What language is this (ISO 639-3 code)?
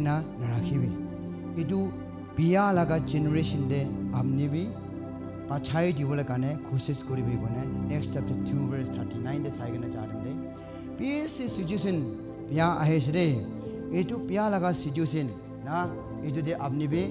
nag